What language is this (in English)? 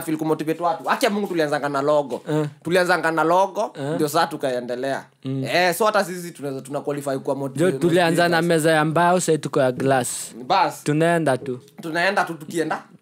Swahili